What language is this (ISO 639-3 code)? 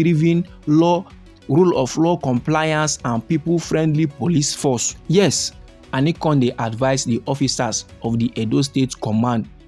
pcm